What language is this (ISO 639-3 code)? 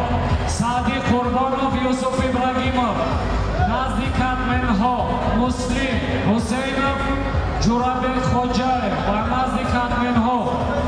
tgk